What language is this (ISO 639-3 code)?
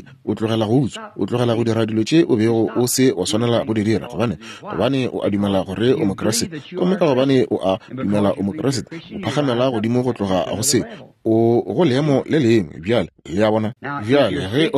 nso